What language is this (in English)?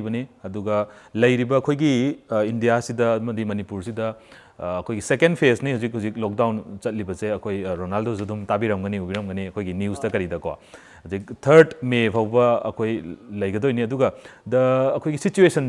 Manipuri